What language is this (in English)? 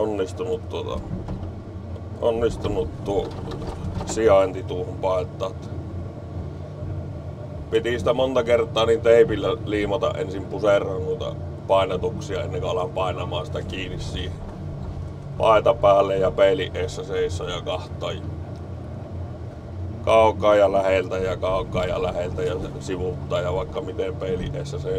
Finnish